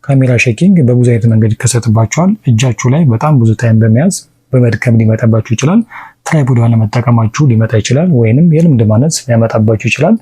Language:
Amharic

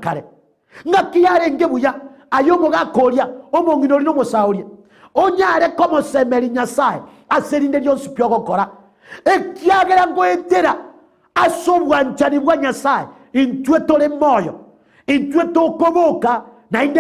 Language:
Gusii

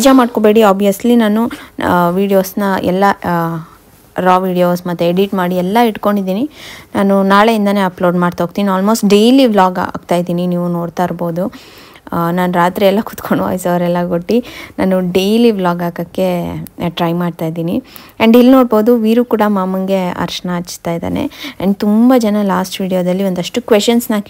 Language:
Kannada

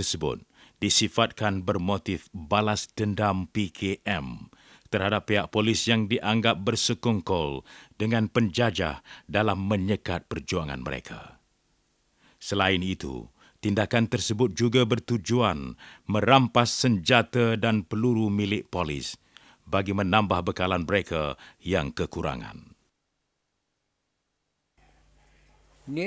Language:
Malay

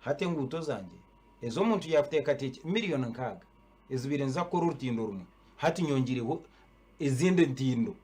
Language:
Nyankole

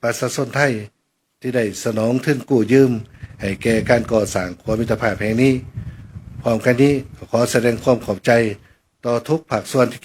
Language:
Lao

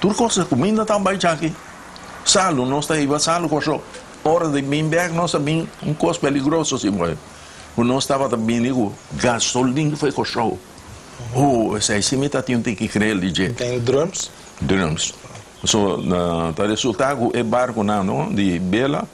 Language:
Papiamento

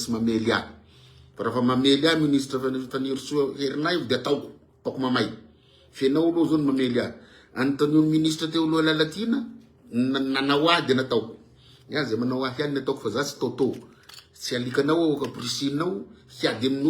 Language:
Malagasy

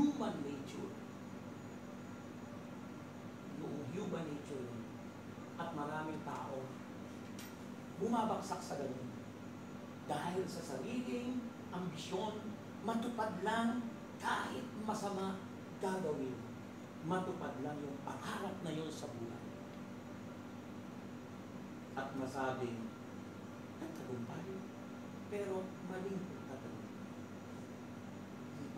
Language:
Filipino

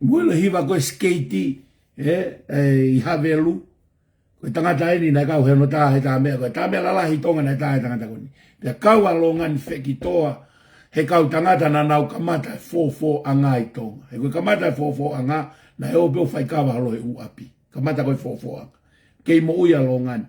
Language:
Tongan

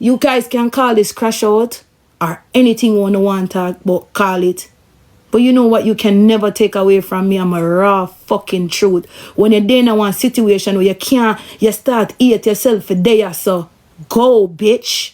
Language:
Jamaican Creole English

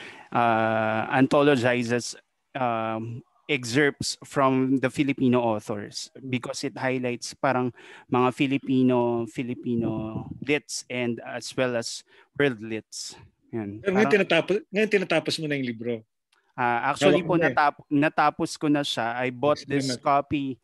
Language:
Filipino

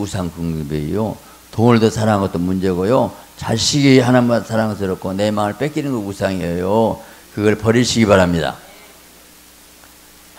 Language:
Korean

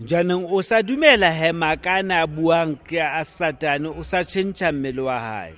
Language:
Southern Sotho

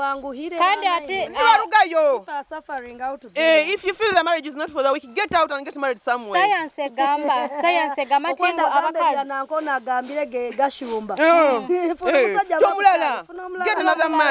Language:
Nyoro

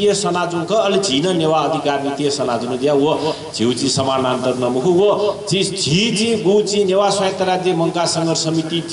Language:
Newari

